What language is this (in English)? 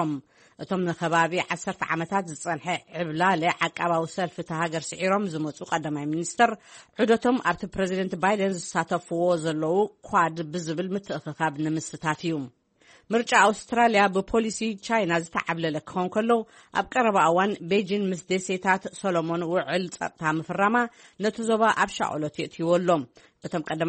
Tigrinya